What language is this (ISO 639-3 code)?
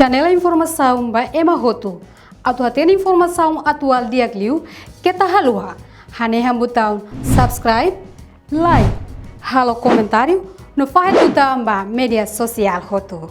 tet